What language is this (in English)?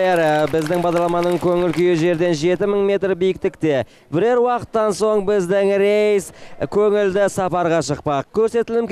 Kazakh